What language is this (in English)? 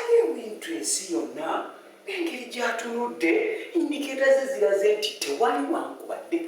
Ganda